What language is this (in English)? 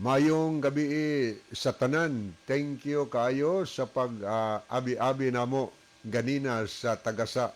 Cebuano